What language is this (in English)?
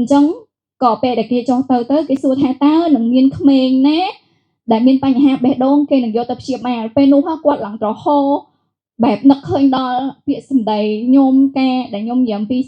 Khmer